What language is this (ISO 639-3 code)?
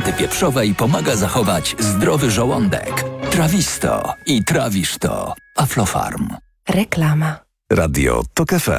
pol